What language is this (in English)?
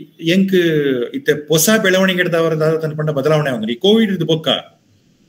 Tulu